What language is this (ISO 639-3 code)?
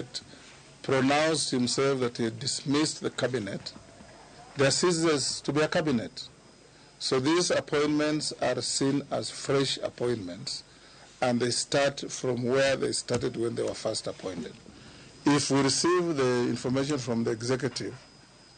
luo